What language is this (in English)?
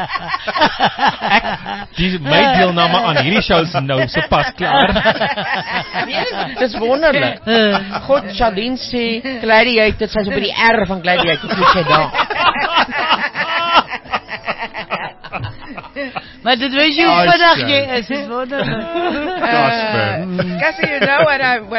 Afrikaans